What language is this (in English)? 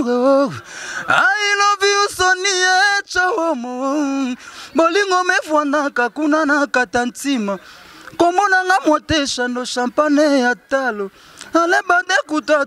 Lingala